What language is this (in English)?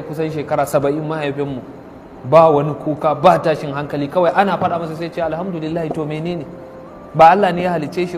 Hausa